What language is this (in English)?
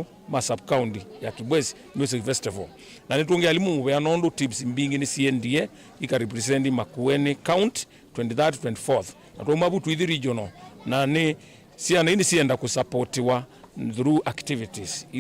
Kamba